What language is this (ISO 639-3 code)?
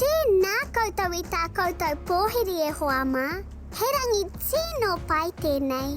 mri